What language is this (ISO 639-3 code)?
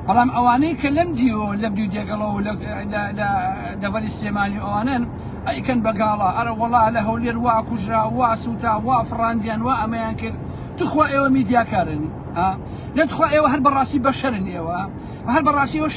ckb